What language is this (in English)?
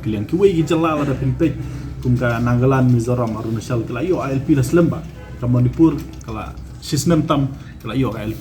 Khasi